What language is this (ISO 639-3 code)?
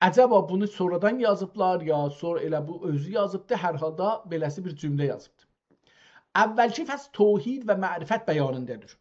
azb